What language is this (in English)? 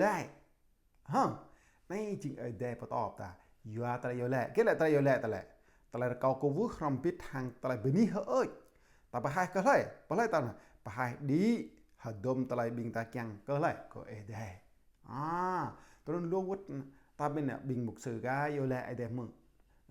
Jarai